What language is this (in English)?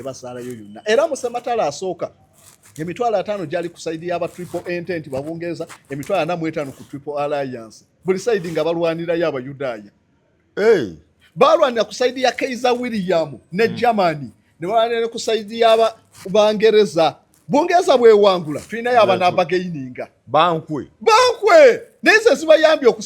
Ganda